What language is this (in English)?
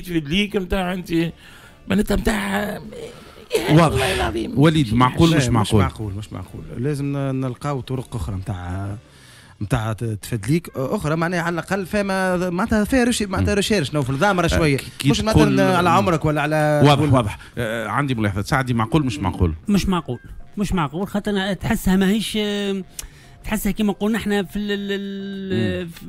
Tunisian Arabic